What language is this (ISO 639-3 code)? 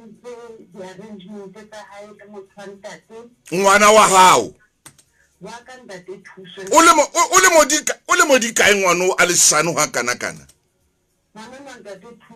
sot